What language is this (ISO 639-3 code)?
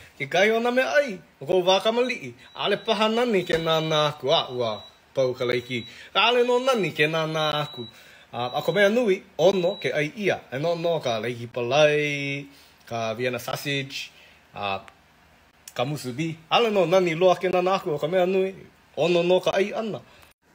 haw